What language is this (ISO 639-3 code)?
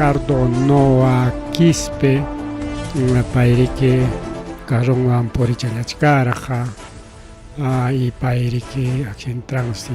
quy